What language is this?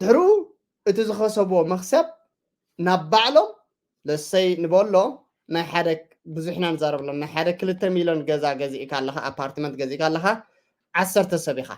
Tigrinya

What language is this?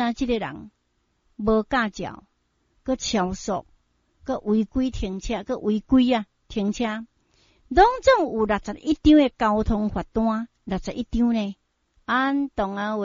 Min Nan Chinese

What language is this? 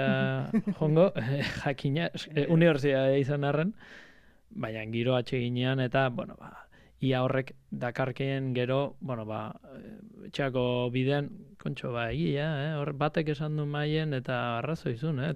Basque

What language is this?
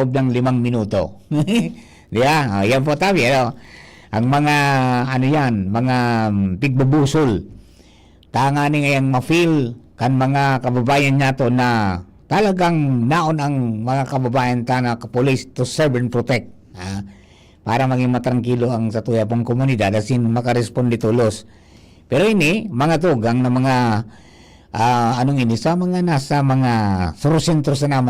Bikol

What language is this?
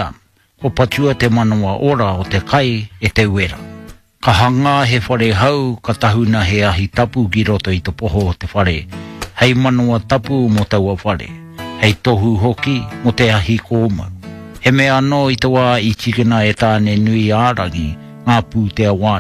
Māori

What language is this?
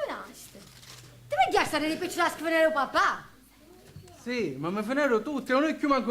Sicilian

